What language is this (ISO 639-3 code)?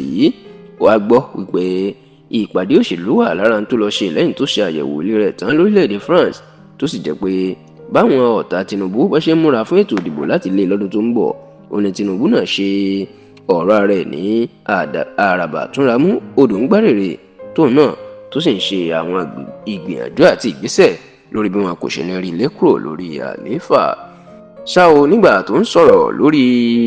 yor